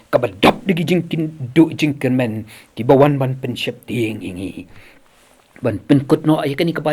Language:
Khasi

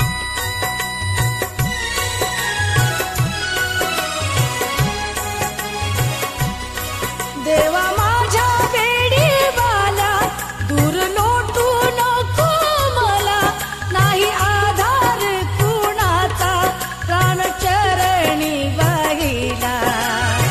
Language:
Marathi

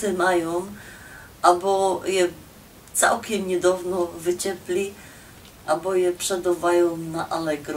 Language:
Silesian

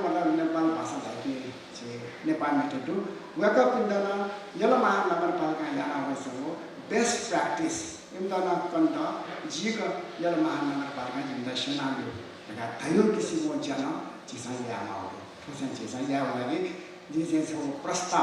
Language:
Newari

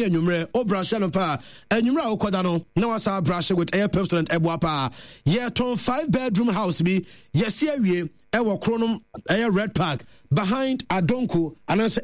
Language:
Akan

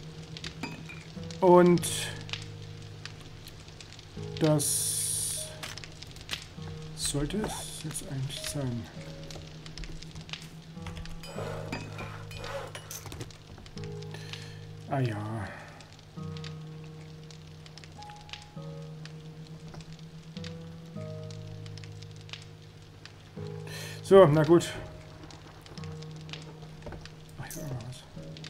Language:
German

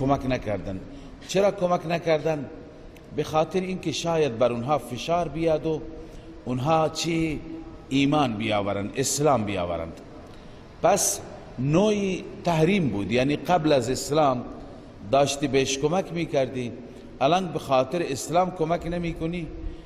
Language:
Persian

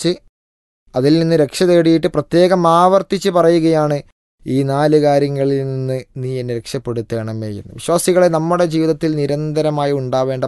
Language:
Malayalam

